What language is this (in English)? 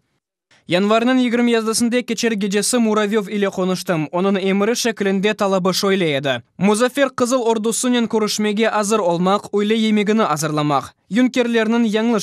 Crimean Tatar